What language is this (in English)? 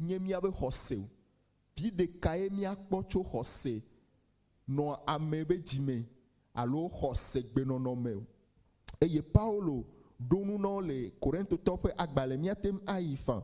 Ewe